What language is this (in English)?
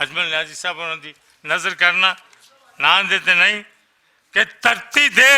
Western Panjabi